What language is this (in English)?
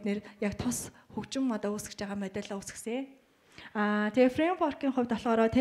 Mongolian